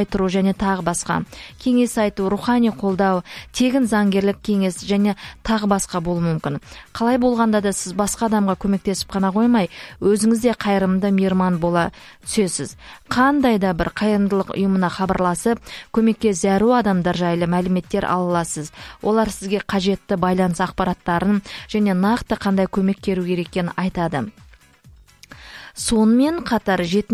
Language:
Kazakh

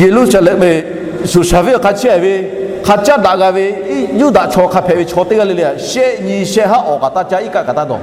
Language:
Lahu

